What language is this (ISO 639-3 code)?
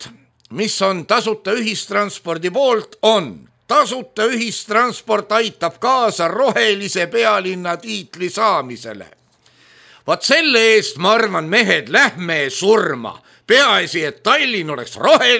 est